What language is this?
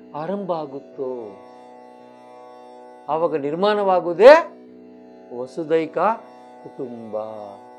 Kannada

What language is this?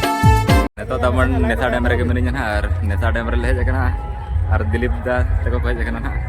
Santali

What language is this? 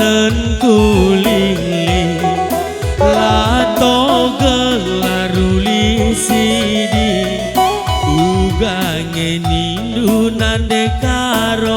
Batak Karo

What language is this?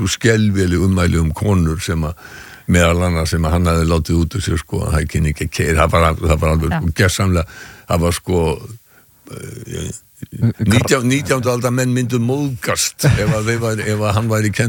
Icelandic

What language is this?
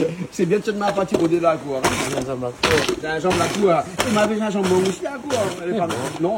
Réunion Creole French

